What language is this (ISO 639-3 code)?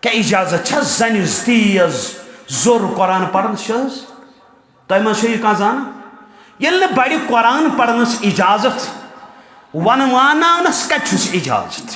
kas